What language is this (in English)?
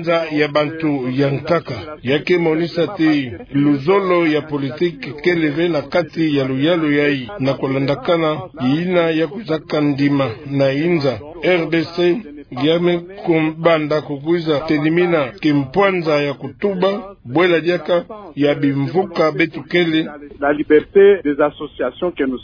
Kituba (Democratic Republic of Congo)